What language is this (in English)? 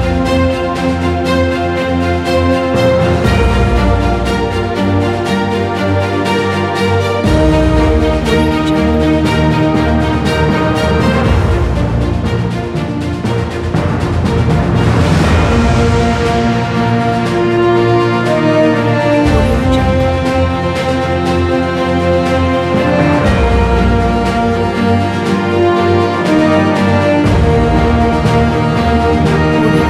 Malay